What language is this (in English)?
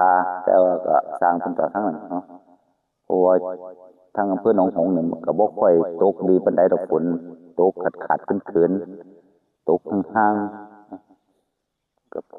Northeastern Thai